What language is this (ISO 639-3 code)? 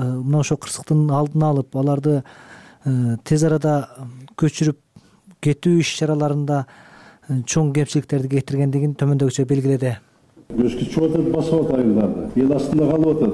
kir